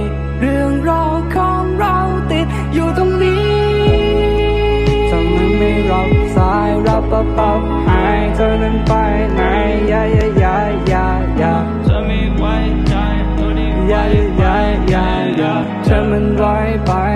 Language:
Thai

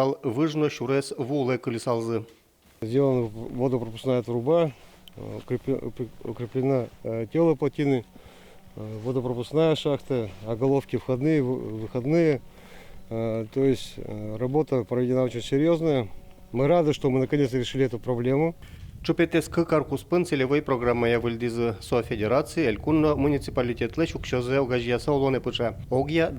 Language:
Udmurt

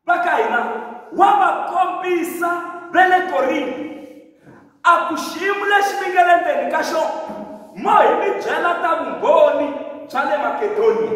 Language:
Tsonga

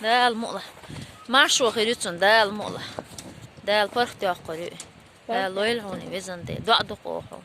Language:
Chechen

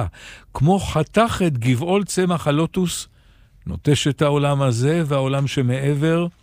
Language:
Hebrew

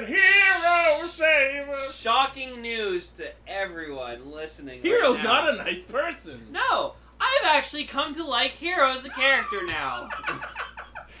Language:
English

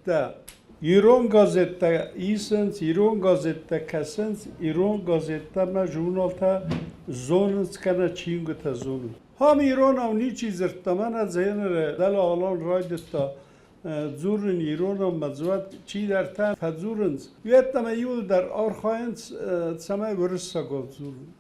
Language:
Ossetic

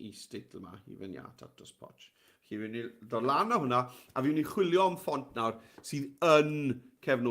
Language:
Welsh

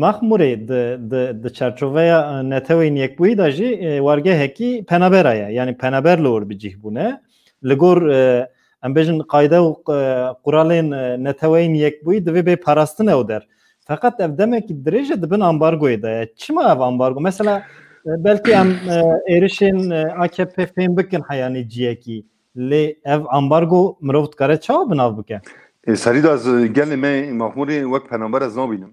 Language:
Kurdish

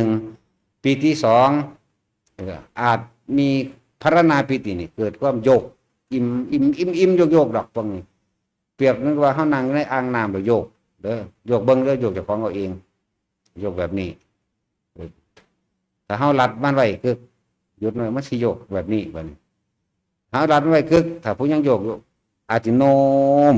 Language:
Northeastern Thai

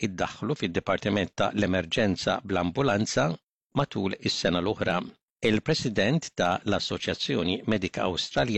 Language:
Maltese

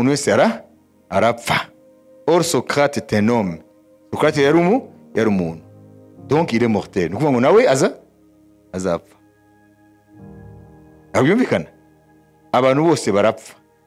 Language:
Kinyarwanda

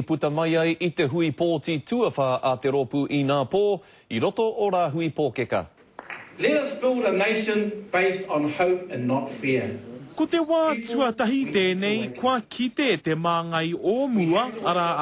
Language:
Māori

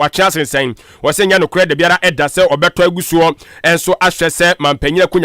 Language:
Akan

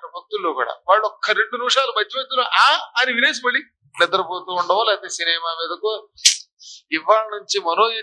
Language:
Telugu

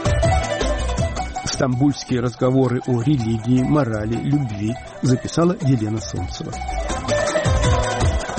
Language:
Russian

